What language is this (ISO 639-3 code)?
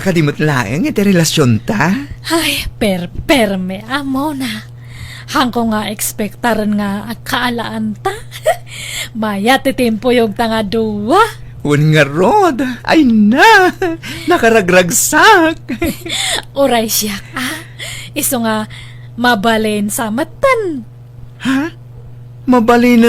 ilo